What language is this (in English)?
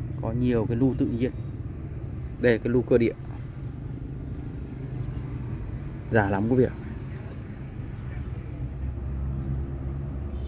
Vietnamese